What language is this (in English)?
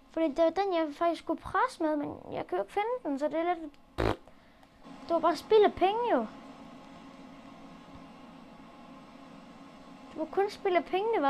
Danish